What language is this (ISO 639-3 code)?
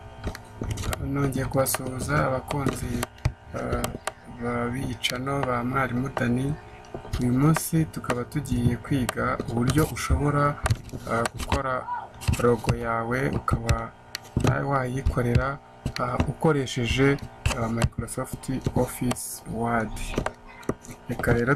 kin